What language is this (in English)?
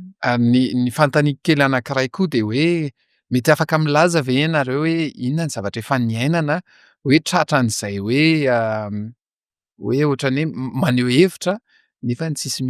Malagasy